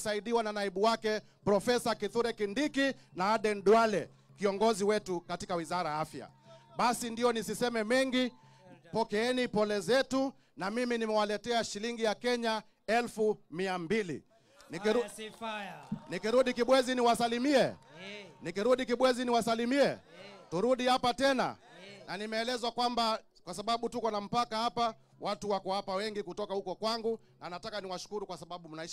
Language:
Swahili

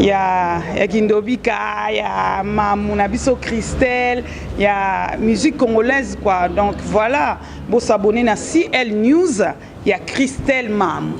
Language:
Lingala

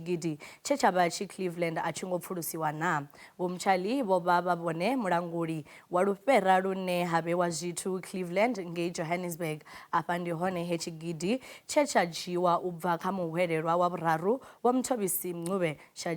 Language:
Venda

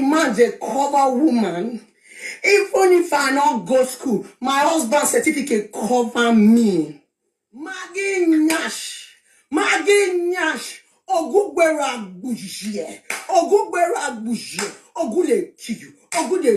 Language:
Nigerian Pidgin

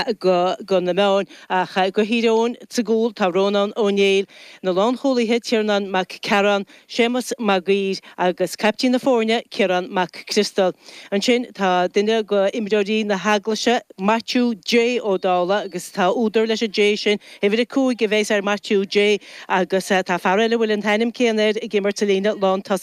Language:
Irish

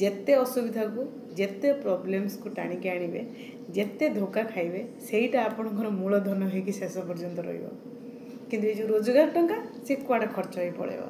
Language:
Odia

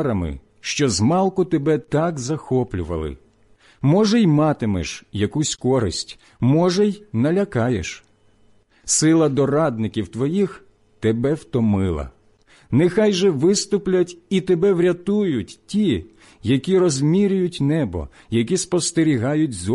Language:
Ukrainian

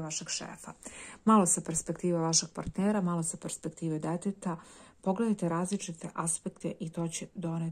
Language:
Serbian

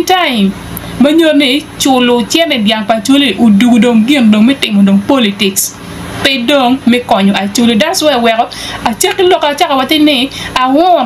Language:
Acoli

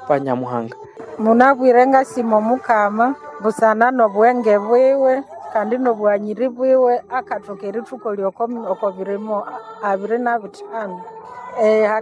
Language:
Nande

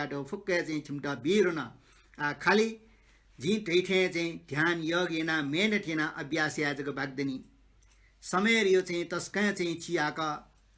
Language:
Newari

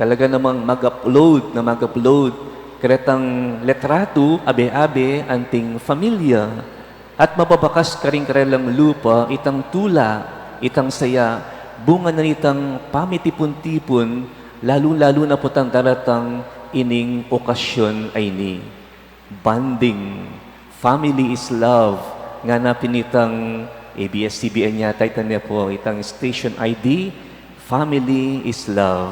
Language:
Pampanga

